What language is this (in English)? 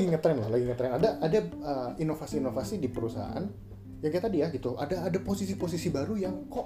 Indonesian